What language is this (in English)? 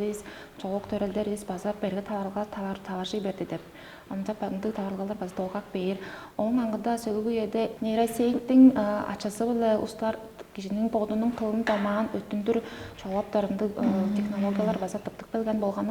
Tuvinian